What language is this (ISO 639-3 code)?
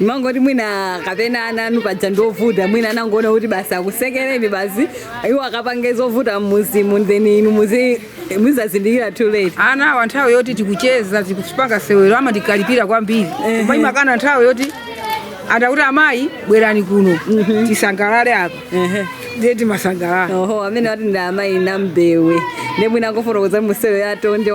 nya